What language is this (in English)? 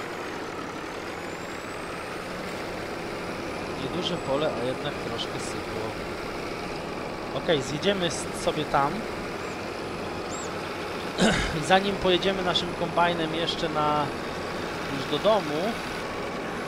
Polish